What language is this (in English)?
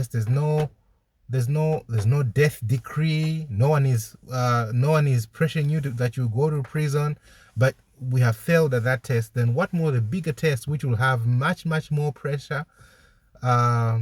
English